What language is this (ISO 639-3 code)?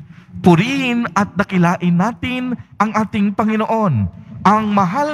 fil